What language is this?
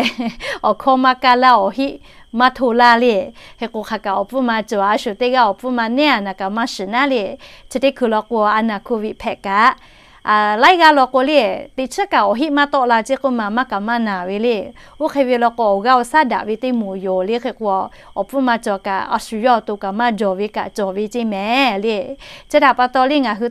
Lahu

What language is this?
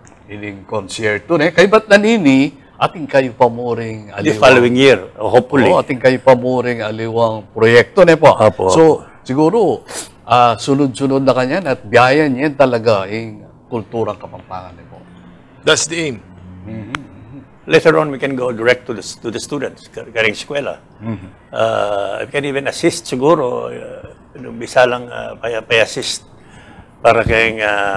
Pampanga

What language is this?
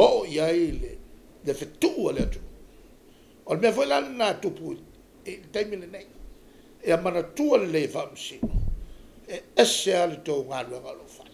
Samoan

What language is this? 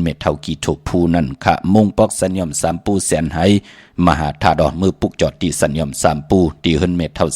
Shan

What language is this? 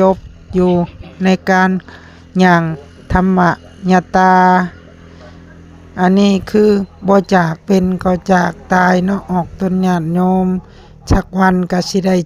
Lao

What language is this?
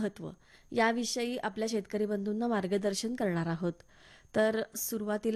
Marathi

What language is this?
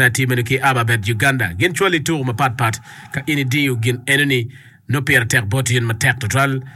Acoli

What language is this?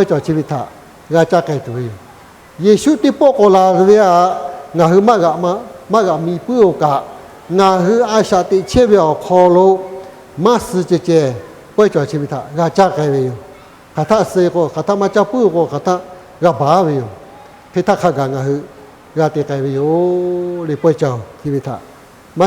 Lahu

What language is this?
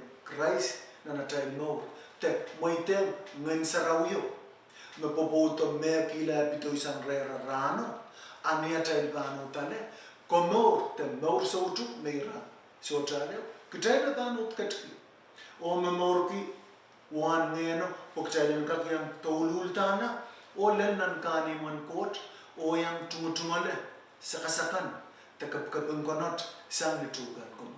Pohnpeian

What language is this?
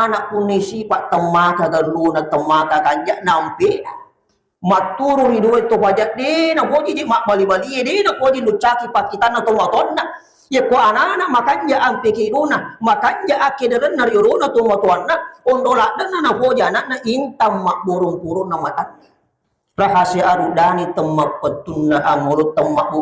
Buginese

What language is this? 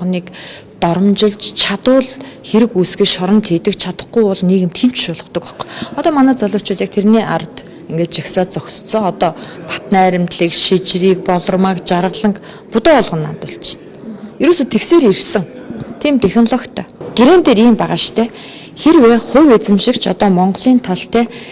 Mongolian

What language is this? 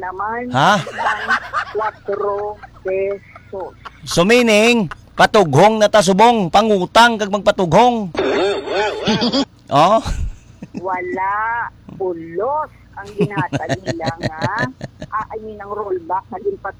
Hiligaynon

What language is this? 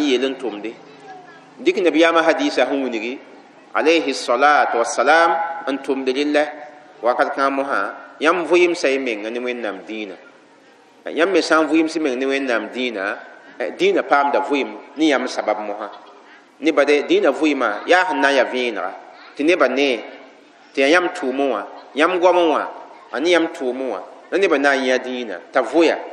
Mossi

